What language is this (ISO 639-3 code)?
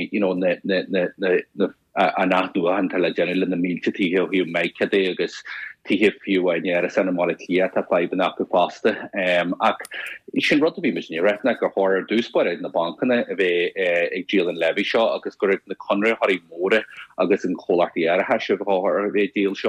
gle